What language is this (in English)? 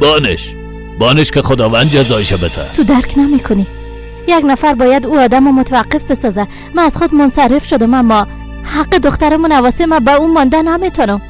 Persian